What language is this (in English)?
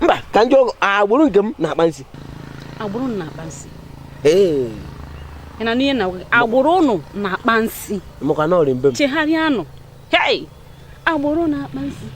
Igbo